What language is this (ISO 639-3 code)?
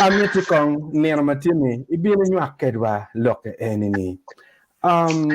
ach